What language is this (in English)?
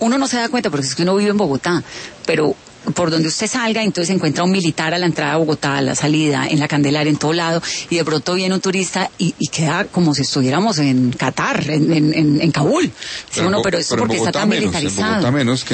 Spanish